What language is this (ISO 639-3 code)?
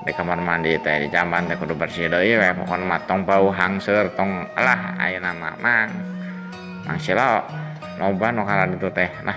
sun